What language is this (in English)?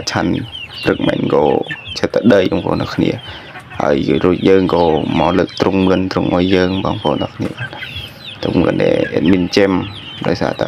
Khmer